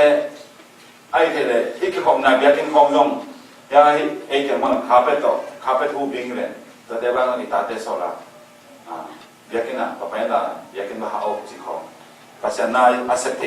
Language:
Tedim Chin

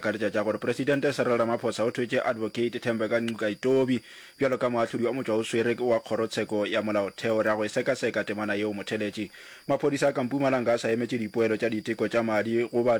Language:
Northern Sotho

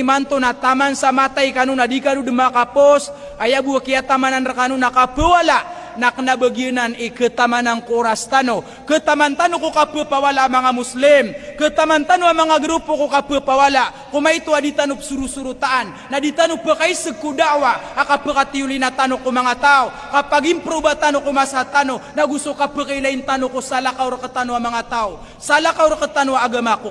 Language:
Maranao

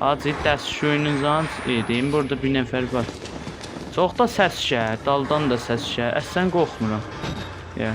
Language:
South Azerbaijani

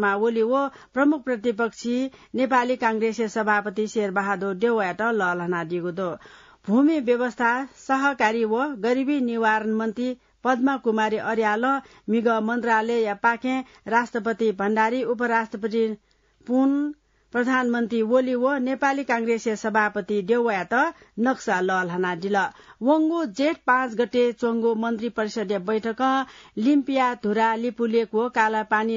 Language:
Newari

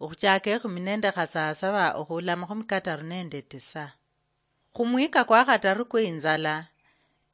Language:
Luyia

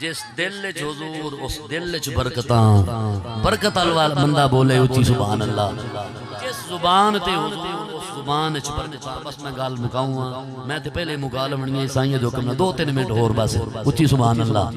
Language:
Saraiki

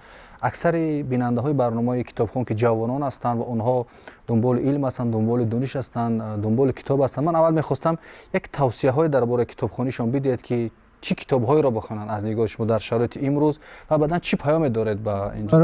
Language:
Tajik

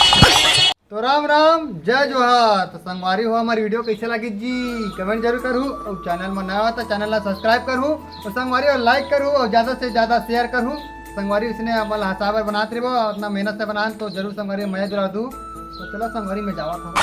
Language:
Chhattisgarhi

